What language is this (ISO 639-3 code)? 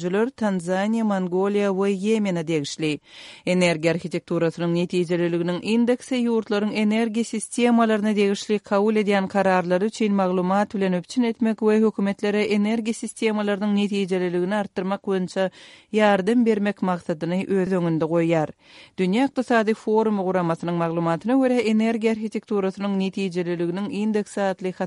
tuk